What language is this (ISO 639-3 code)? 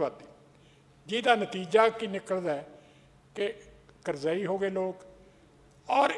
pan